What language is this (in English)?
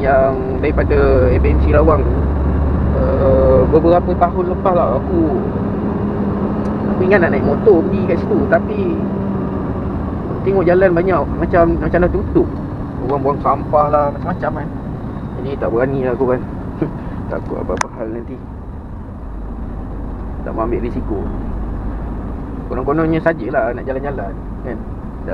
Malay